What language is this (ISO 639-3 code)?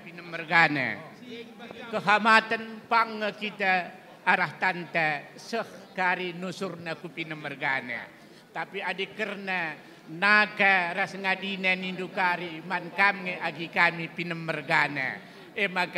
btx